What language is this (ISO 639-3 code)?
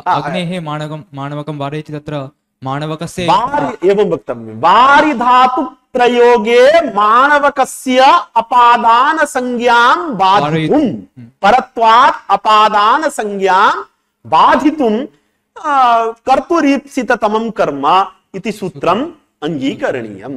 san